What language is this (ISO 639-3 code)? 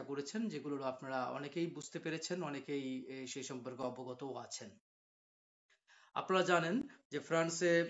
ben